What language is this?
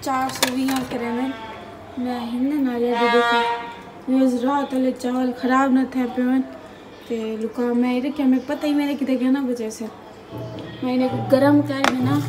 Saraiki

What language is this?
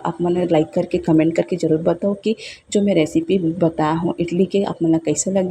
Chhattisgarhi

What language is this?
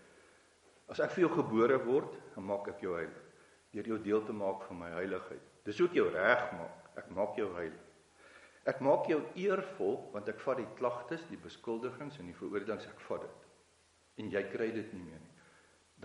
Afrikaans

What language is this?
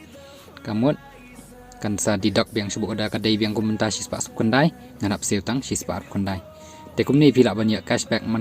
Khasi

